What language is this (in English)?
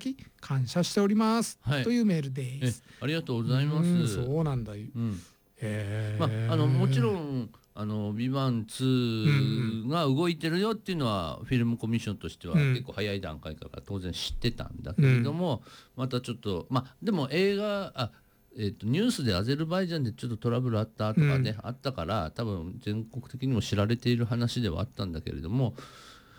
Japanese